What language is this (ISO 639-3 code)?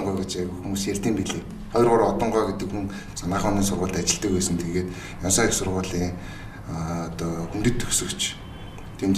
mon